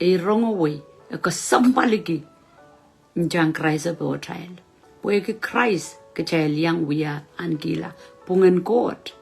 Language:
Pohnpeian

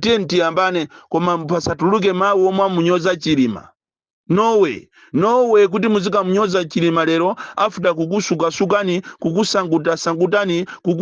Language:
Nyanja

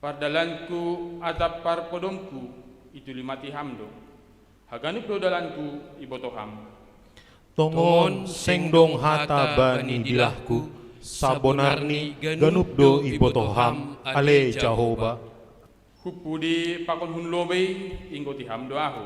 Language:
Batak Simalungun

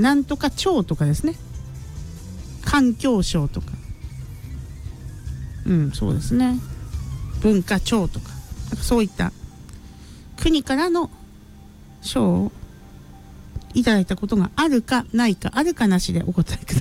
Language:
Japanese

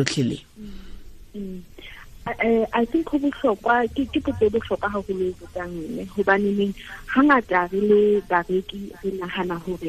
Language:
Southern Sotho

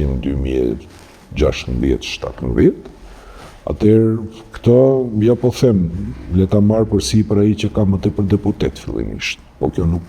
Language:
Albanian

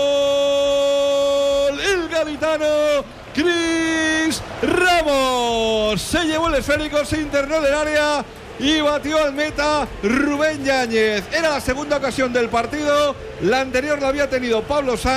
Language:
Spanish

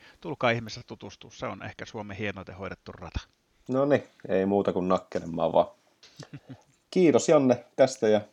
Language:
Finnish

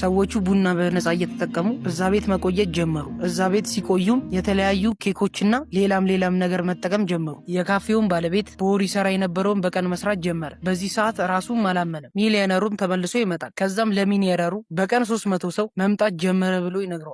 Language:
Amharic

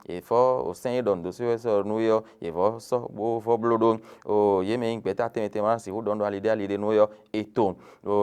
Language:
Fon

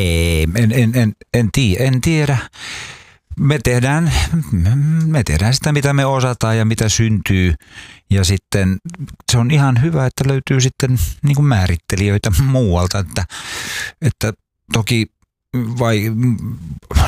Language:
Finnish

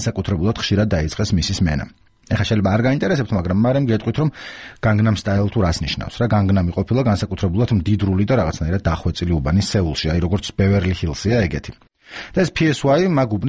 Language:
Georgian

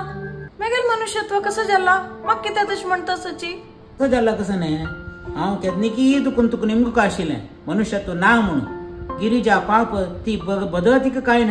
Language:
Konkani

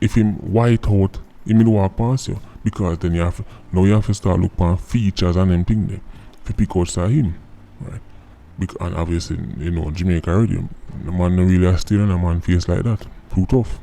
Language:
Jamaican Creole English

